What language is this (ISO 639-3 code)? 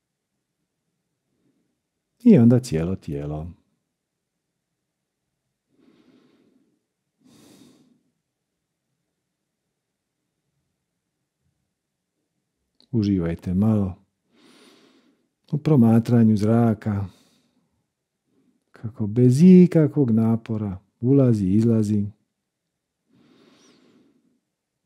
hrv